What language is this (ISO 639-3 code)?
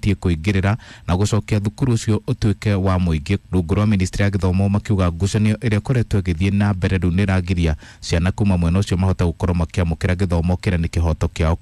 kik